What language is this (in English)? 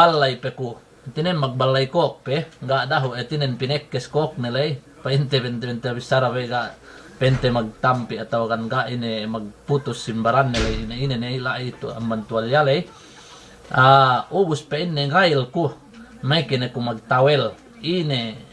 Yakan